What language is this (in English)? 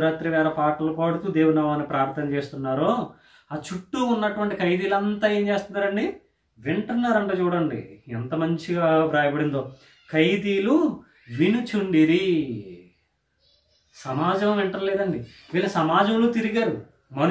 Telugu